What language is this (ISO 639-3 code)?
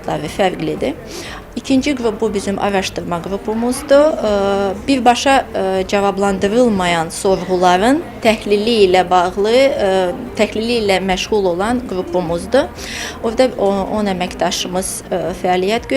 aze